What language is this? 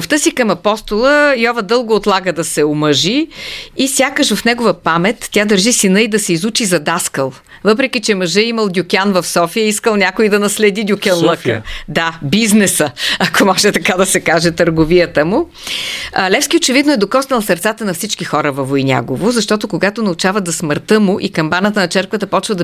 Bulgarian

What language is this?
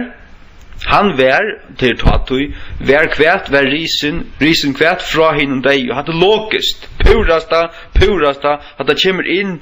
Faroese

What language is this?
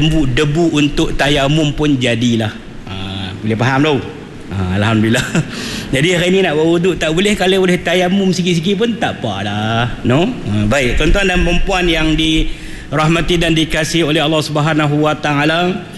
Malay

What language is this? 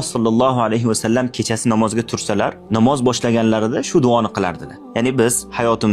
Uzbek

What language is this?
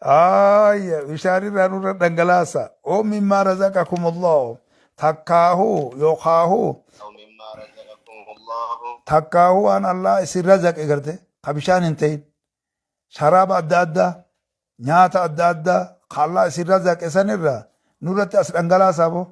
Oromo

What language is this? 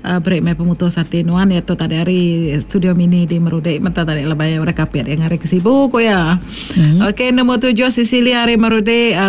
Iban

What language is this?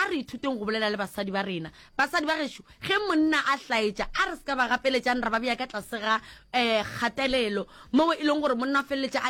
Northern Sotho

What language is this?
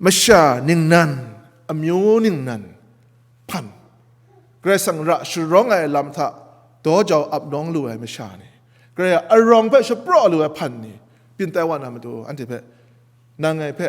Kachin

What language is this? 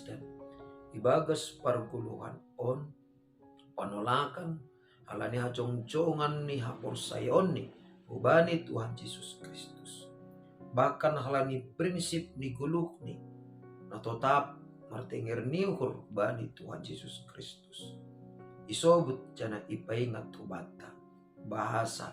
Batak Simalungun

